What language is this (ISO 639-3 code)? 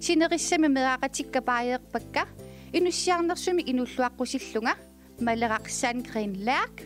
kal